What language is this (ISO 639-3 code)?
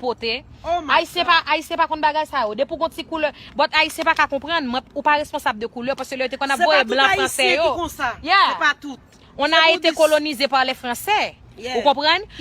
hat